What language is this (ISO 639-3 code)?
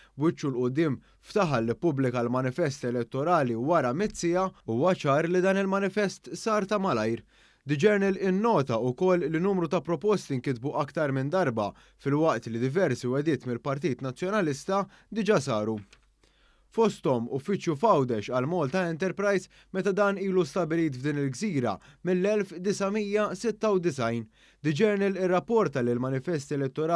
mlt